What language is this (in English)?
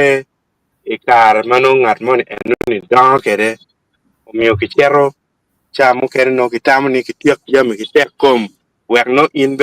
Acoli